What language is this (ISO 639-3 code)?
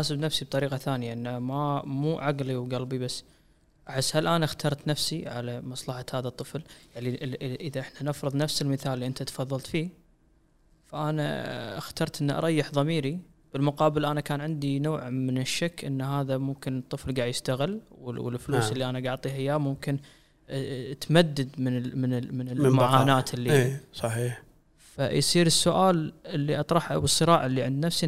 afb